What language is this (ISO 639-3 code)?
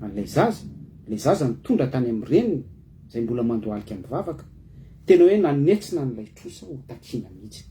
mlg